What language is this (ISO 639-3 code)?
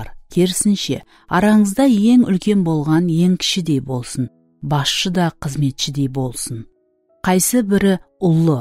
kaa